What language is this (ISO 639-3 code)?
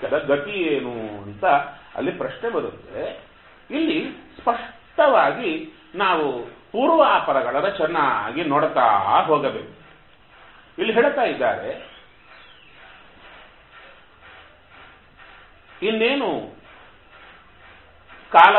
kan